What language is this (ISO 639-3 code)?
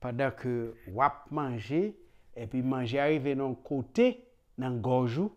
hat